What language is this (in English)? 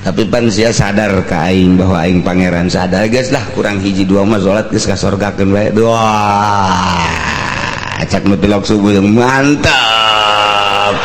Sundanese